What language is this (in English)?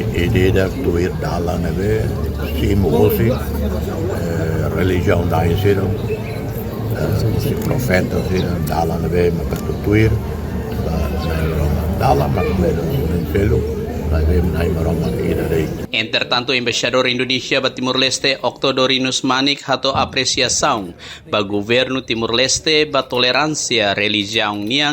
Tetum